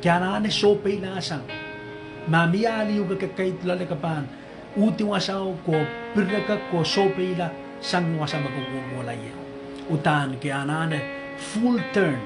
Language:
Pohnpeian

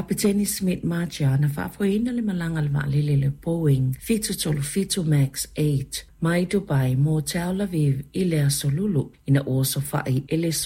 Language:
Samoan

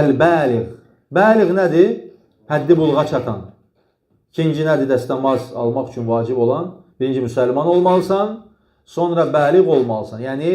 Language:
Azerbaijani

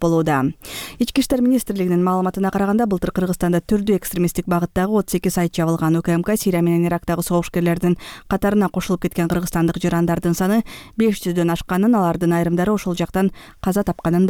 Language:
Kyrgyz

